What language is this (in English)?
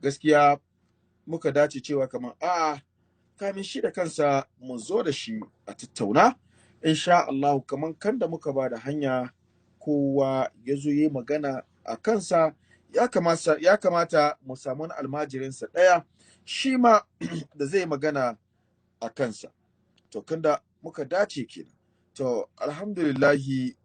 Hausa